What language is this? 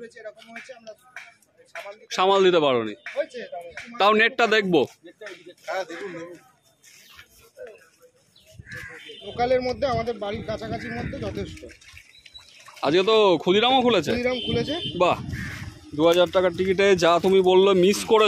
Bangla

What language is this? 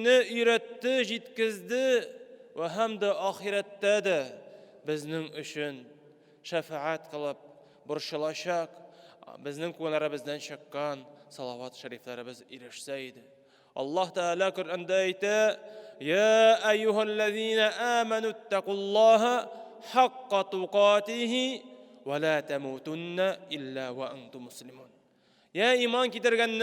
Tatar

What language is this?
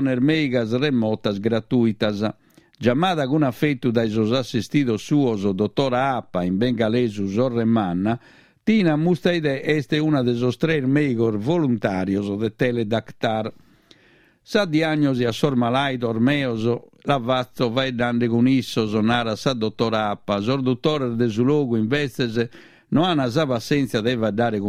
Sardinian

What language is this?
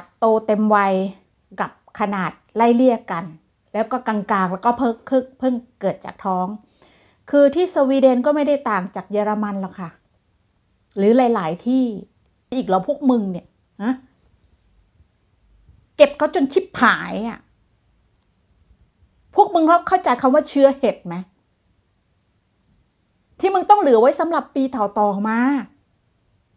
Thai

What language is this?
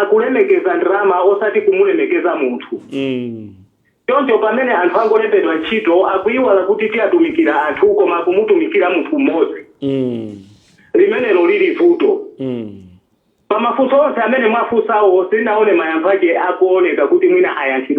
Nyanja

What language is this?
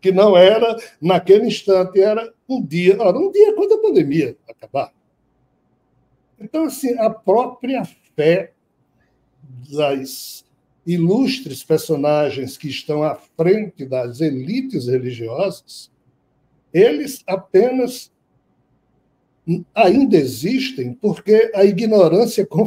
Portuguese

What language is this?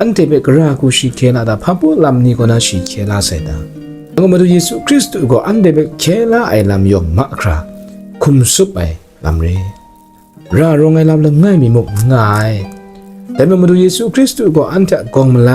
Kachin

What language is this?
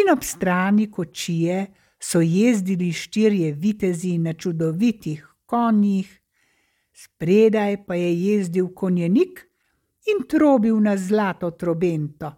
Slovenian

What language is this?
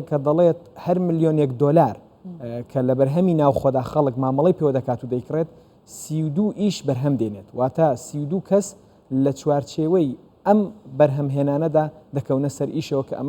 Central Kurdish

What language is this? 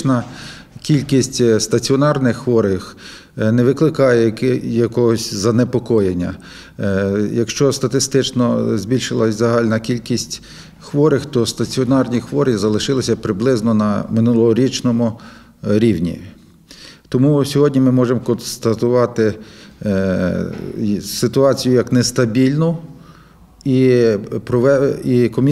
Ukrainian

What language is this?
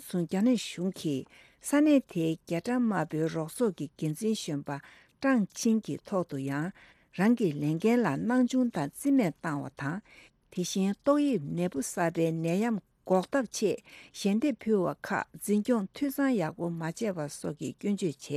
Tibetan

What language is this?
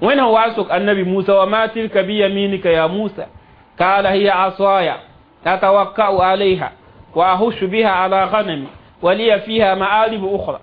Mossi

